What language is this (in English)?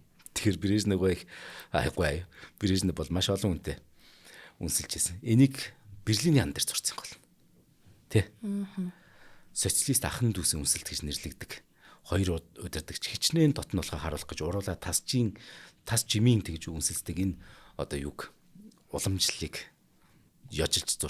Mongolian